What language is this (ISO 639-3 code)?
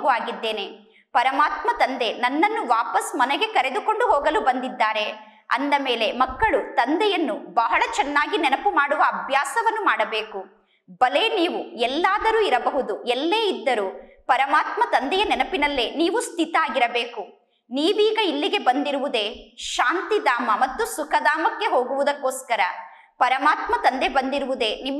kan